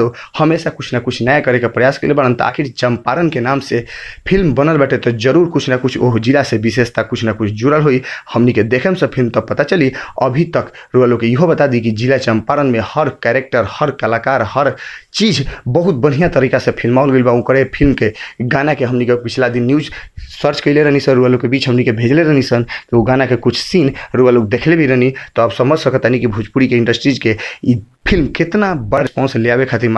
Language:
Bhojpuri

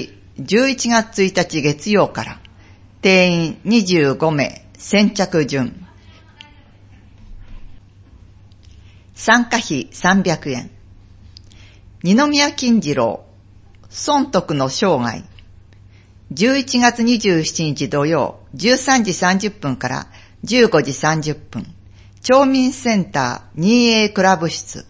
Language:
Japanese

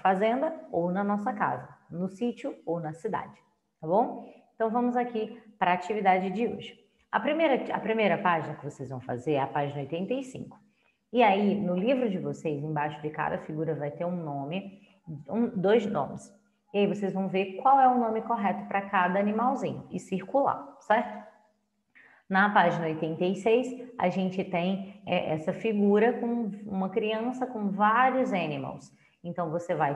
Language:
Portuguese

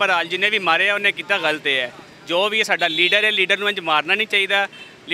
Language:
Western Panjabi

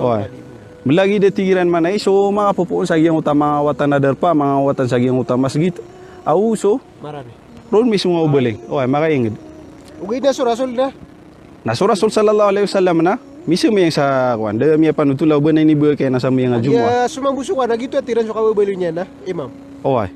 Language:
Maranao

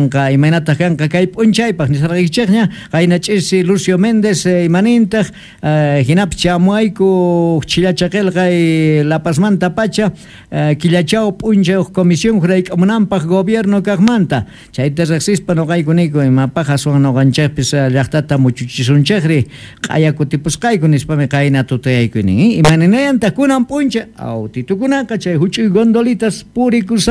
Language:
South Bolivian Quechua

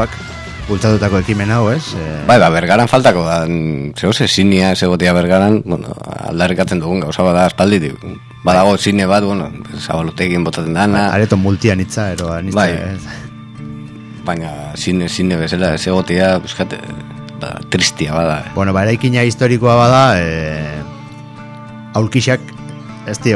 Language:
Basque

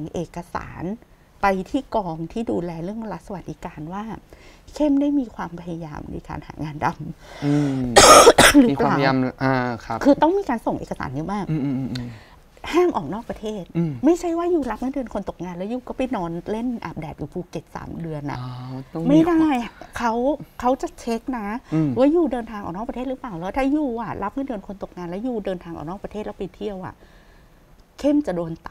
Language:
Thai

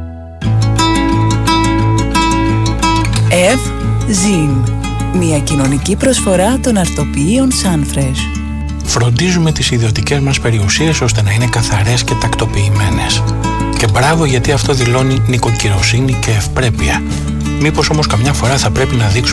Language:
Greek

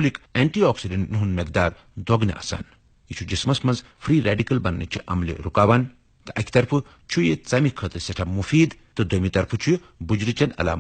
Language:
Kashmiri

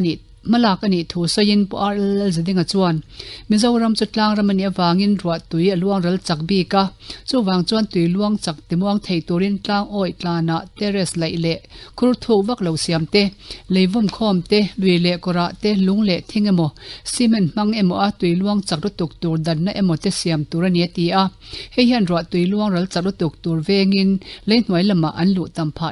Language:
Mizo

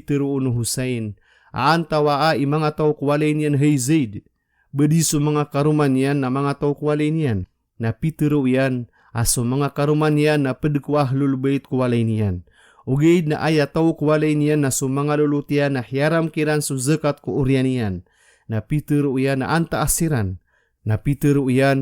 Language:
Maranao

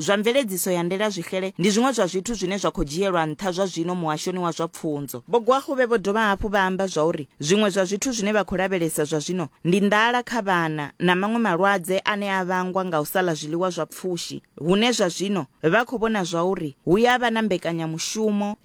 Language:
Venda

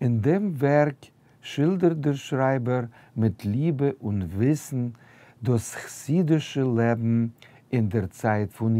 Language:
Yiddish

